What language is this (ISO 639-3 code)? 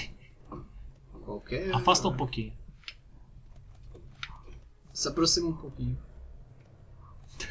por